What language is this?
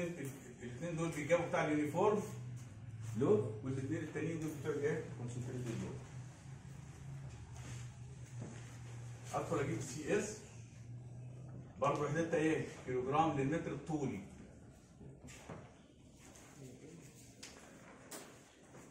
Egyptian Arabic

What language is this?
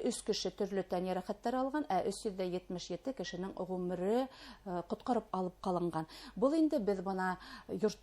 Bashkir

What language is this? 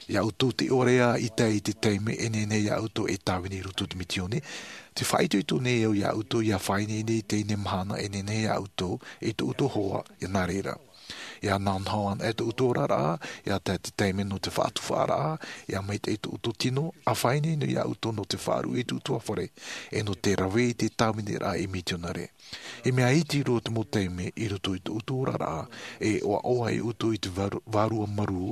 Tahitian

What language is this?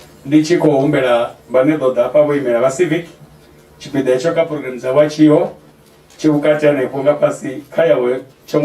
Venda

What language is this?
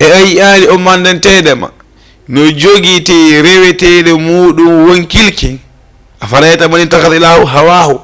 Fula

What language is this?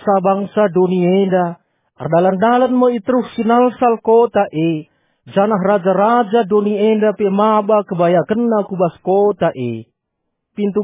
Batak Karo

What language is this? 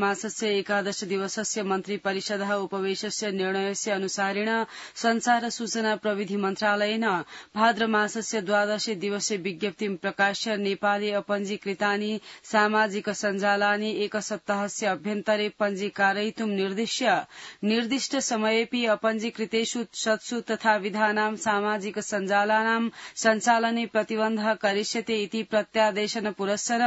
Sanskrit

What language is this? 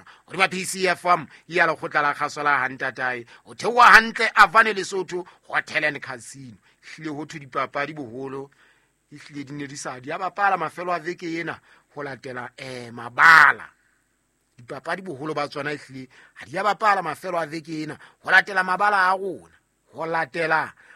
Southern Sotho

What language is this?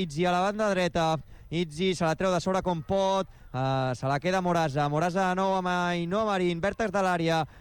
Catalan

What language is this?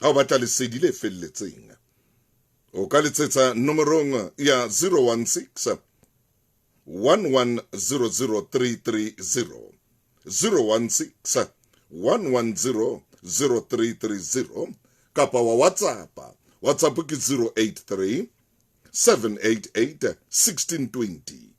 Southern Sotho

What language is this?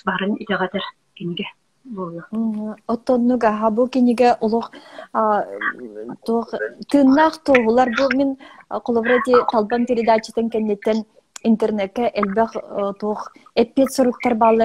Yakut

